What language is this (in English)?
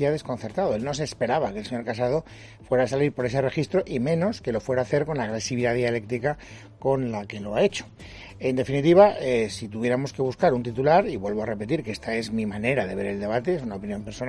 Spanish